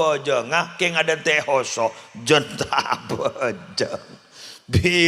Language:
Madurese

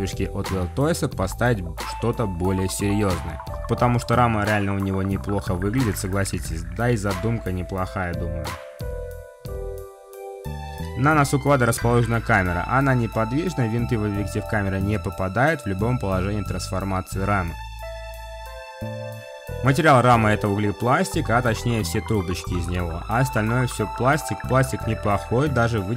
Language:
Russian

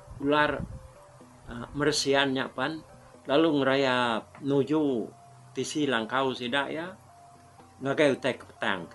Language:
Iban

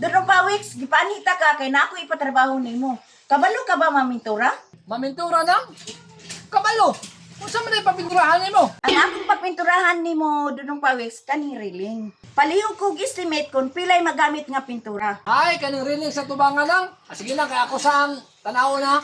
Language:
Cebuano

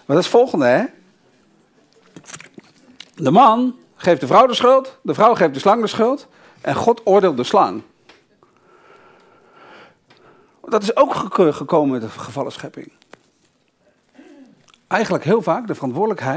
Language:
Dutch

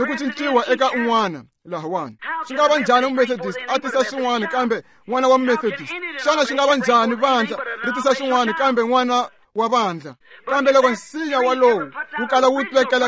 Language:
Tsonga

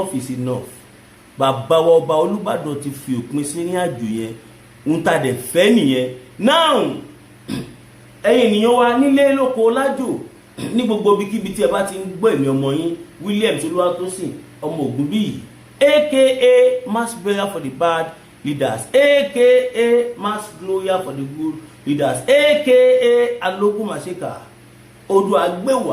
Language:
Yoruba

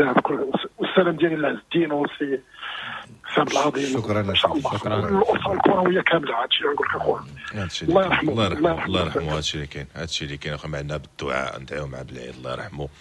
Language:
Moroccan Arabic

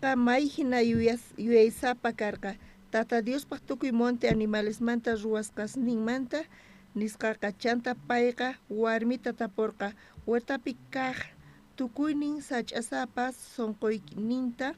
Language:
South Bolivian Quechua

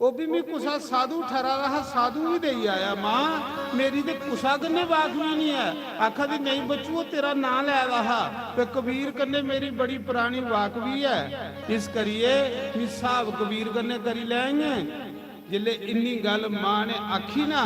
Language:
Dogri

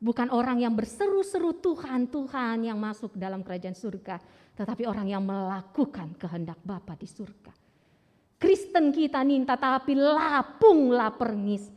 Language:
Batak Karo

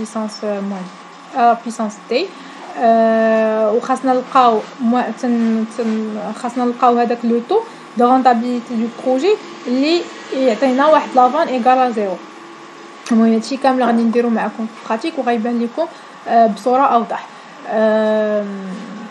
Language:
Moroccan Arabic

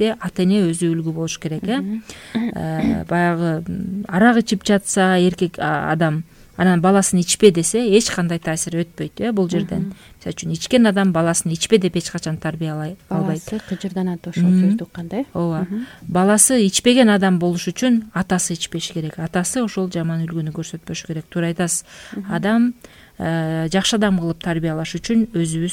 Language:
Kyrgyz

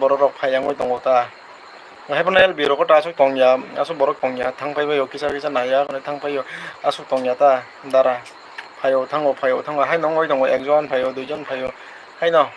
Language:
Kok Borok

